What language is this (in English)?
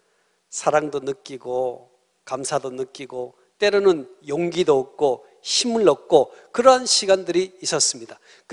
Korean